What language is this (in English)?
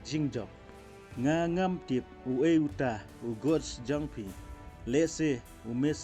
Khasi